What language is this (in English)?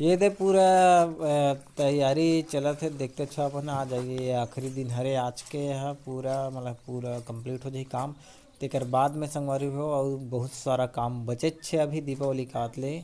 Chhattisgarhi